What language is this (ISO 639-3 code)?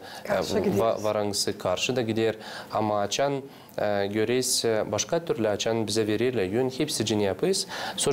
gag